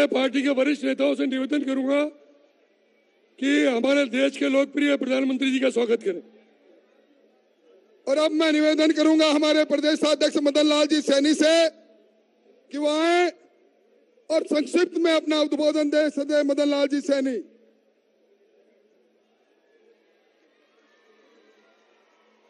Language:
Hindi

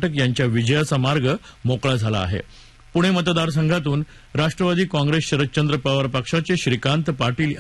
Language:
Marathi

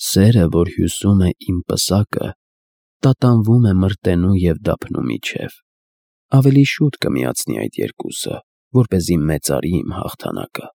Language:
Armenian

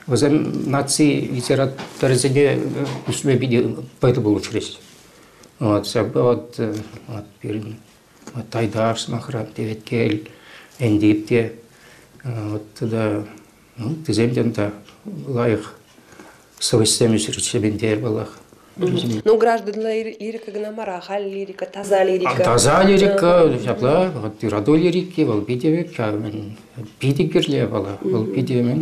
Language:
Chuvash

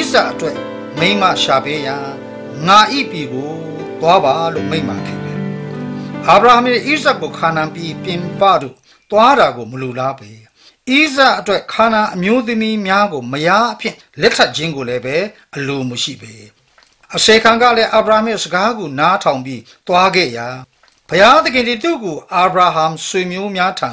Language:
Burmese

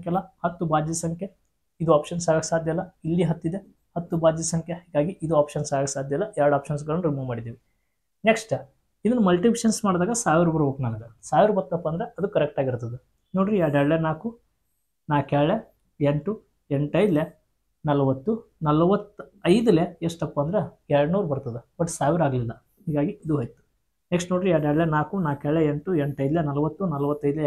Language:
Kannada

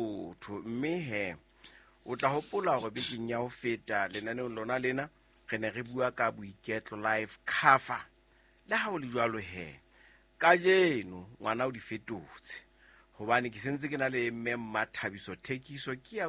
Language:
Southern Sotho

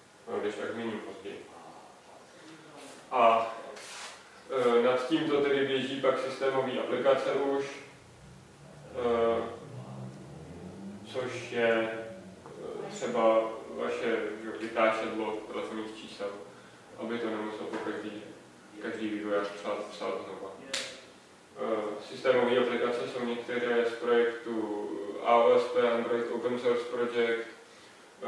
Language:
Czech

